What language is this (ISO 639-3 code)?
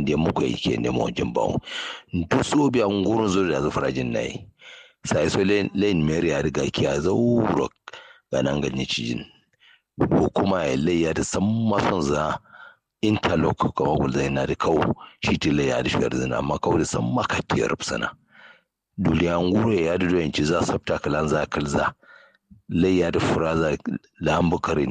kau